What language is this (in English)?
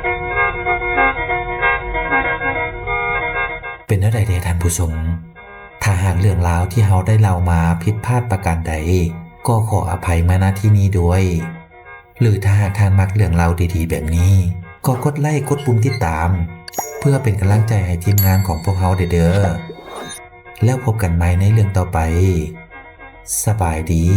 Lao